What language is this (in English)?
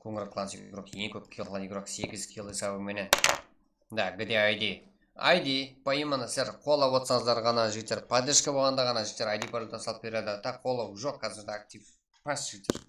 Kara-Kalpak